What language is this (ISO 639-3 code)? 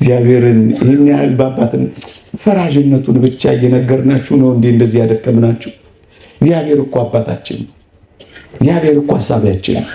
amh